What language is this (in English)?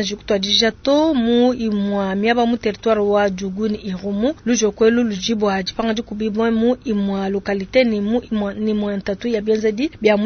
Luba-Lulua